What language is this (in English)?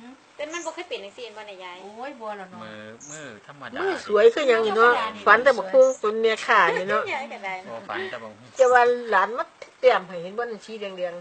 Northeastern Thai